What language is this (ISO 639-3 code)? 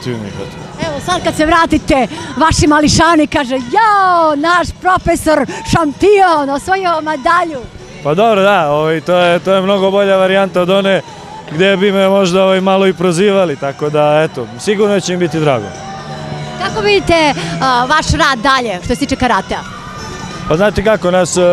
srp